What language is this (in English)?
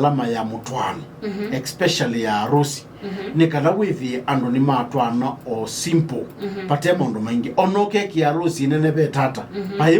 Kamba